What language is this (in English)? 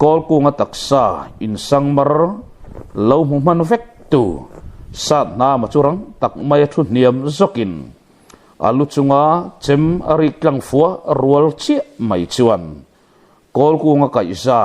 Mizo